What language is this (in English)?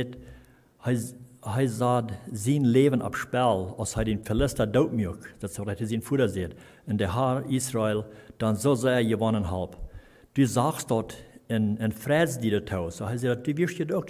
Plautdietsch